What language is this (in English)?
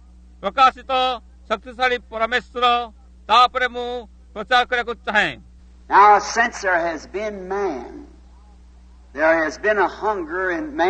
Odia